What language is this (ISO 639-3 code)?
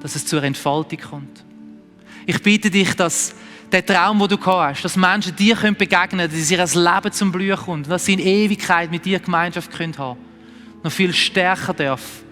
gsw